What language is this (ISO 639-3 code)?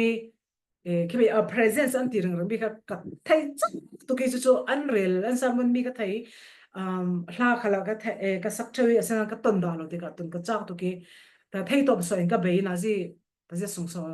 cfm